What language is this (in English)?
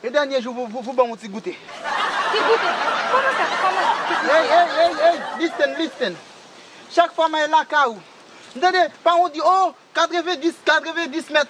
Haitian Creole